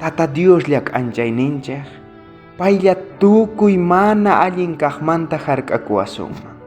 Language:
South Bolivian Quechua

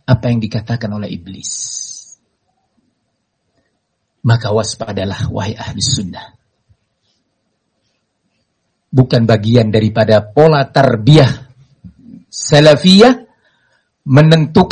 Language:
Indonesian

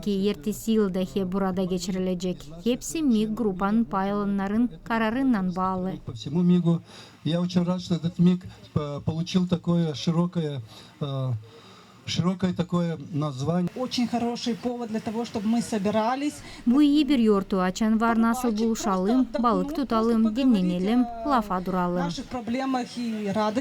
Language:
Gagauz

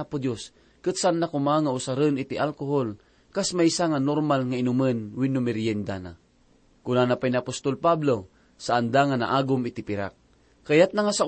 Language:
Iloko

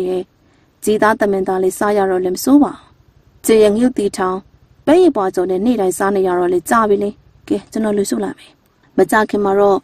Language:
Burmese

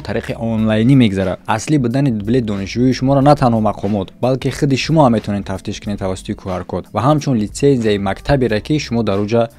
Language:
Tajik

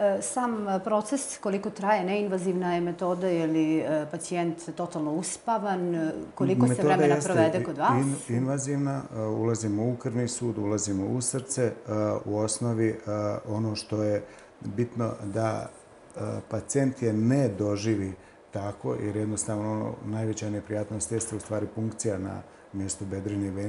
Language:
Bosnian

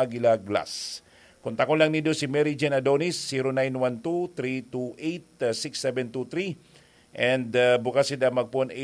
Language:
Bikol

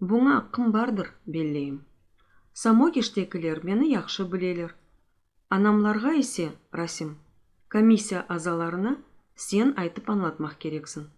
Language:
Crimean Tatar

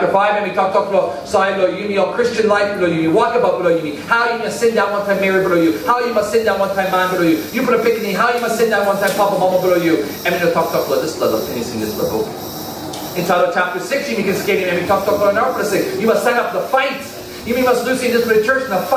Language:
Tok Pisin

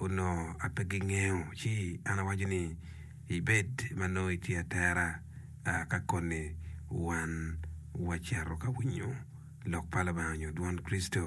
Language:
Acoli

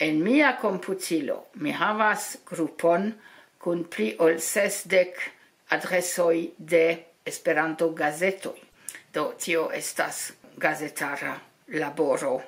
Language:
Esperanto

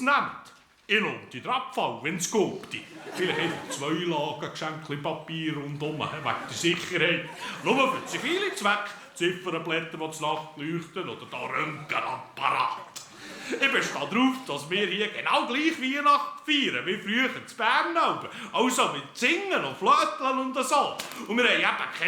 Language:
Swiss German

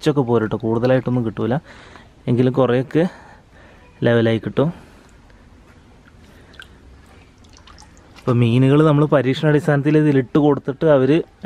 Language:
Malayalam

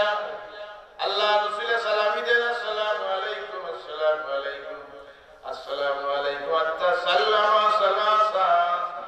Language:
Sylheti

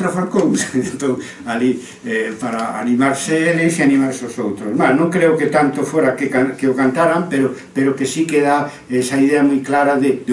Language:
Galician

